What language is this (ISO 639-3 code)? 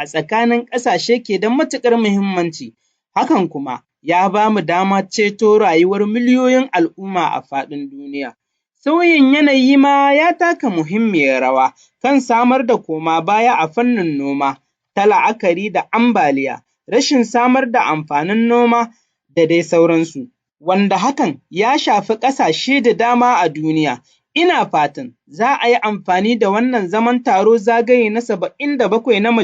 hau